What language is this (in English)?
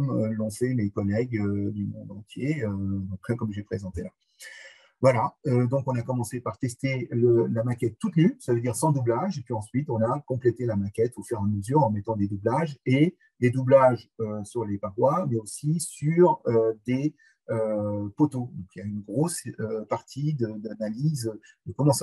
French